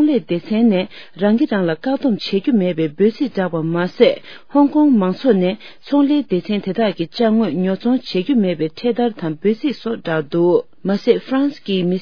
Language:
Tibetan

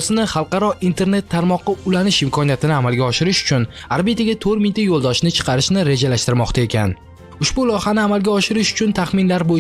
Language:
Uzbek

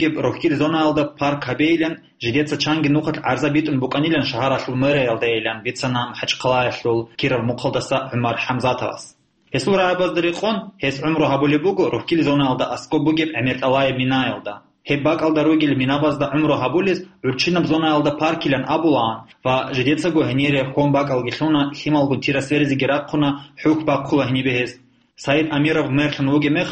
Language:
Avaric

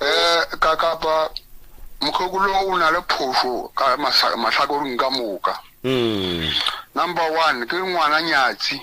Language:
Northern Sotho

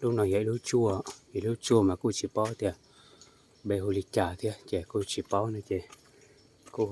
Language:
Hmong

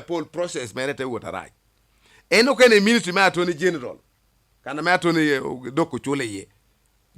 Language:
Lango (Uganda)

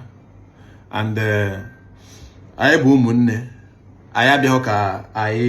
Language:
Igbo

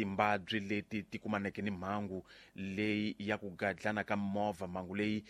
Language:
Tsonga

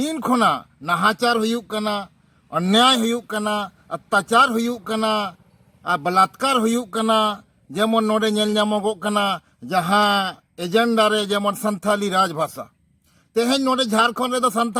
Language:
Santali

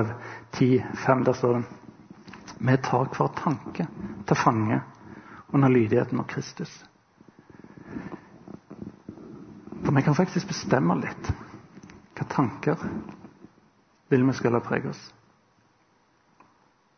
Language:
Norwegian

